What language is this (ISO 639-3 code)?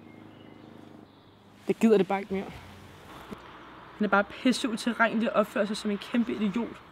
dan